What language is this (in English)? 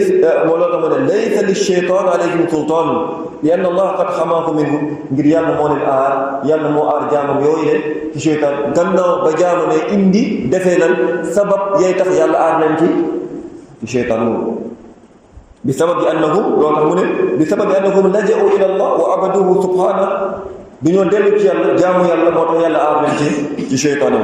Wolof